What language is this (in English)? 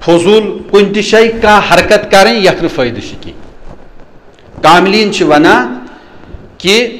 Kashmiri